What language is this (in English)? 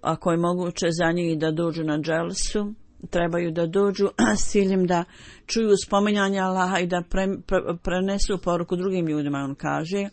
Bosnian